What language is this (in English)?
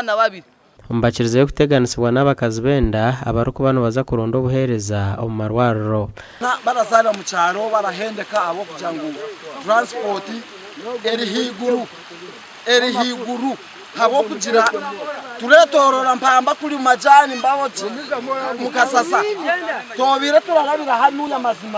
Nyankole